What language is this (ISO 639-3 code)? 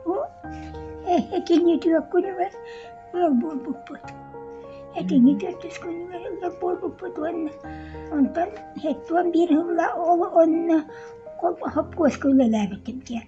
sah